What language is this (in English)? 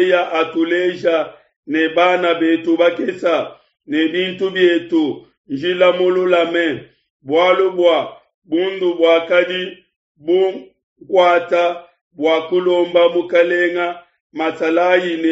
Luba-Lulua